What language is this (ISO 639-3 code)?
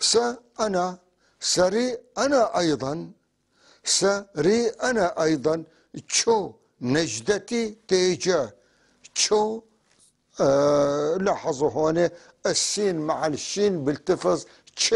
apc